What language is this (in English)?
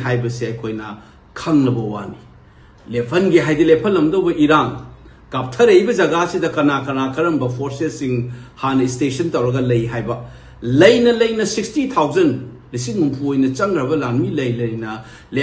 Manipuri